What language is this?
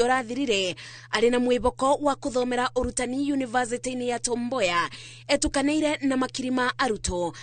Kikuyu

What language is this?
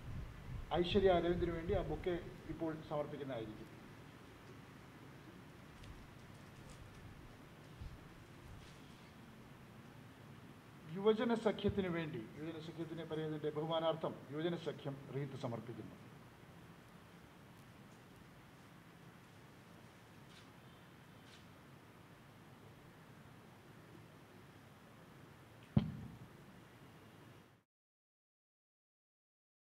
Malayalam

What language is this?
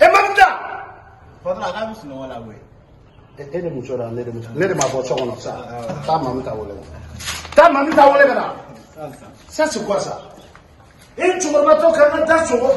Bambara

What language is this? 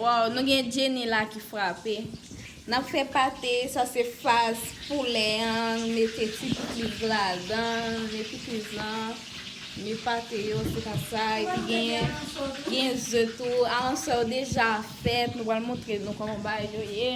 Haitian Creole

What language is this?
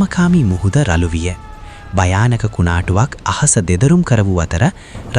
Sinhala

